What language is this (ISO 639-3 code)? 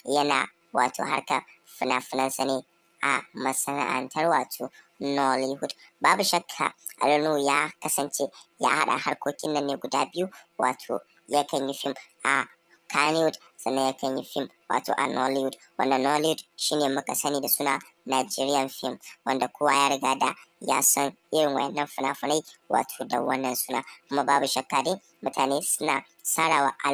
hau